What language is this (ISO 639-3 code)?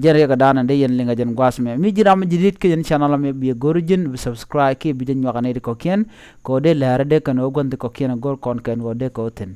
nus